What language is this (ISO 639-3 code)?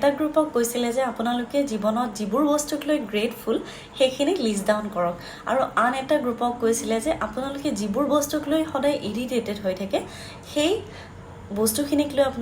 asm